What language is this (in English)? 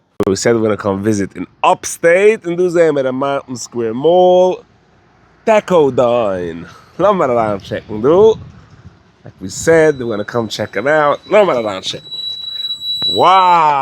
Yiddish